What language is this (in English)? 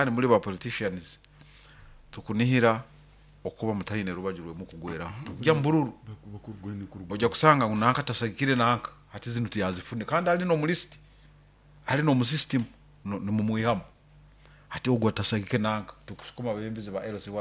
Nyoro